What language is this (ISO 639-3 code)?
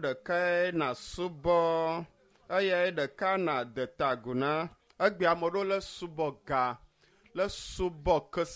ewe